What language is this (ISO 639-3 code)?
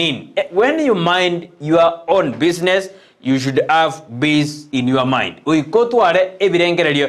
guz